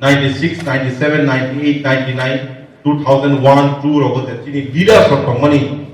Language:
Kok Borok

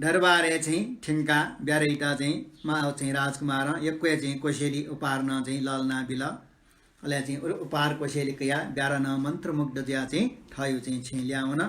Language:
Newari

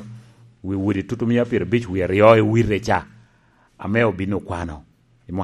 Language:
Lango (Uganda)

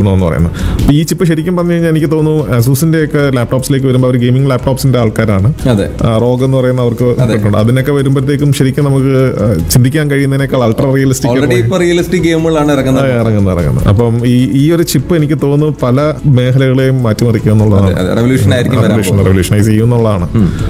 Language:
Malayalam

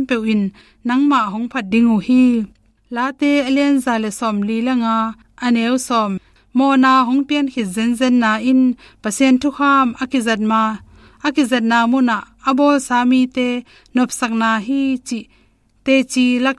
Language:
Tedim Chin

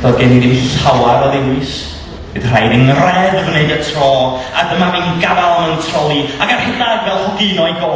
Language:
Welsh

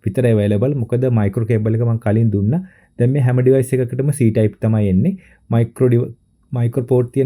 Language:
Sinhala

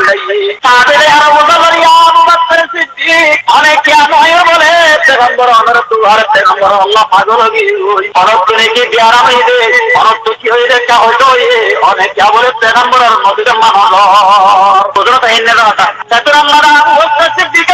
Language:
Rohingya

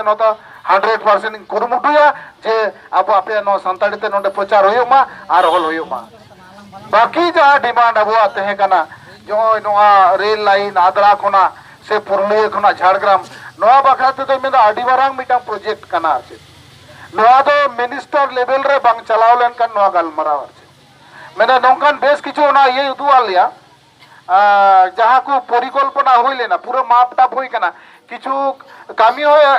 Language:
Santali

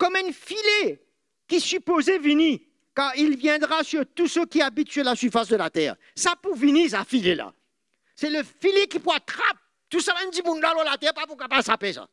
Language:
Morisyen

